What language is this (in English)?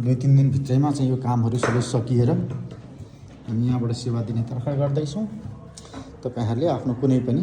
Nepali